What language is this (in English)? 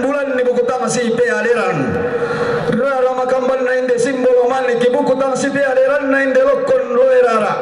Toraja-Sa'dan